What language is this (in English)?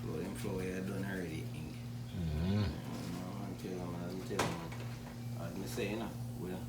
Jamaican Creole English